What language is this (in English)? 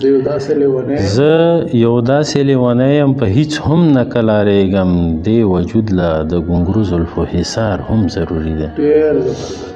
Pashto